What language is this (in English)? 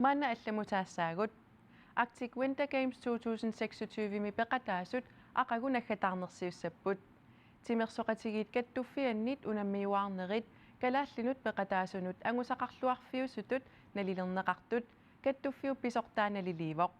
Kalaallisut